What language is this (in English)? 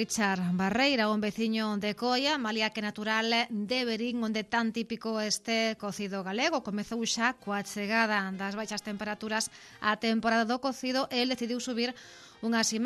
Galician